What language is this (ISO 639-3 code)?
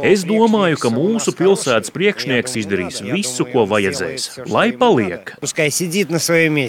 lav